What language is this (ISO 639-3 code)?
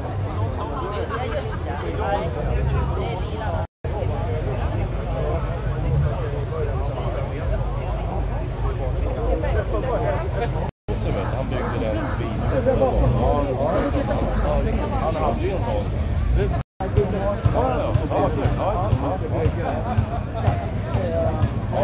swe